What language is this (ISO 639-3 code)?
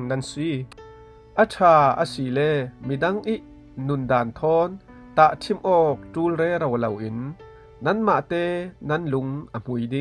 cfm